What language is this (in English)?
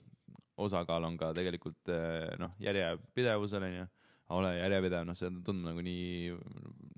Estonian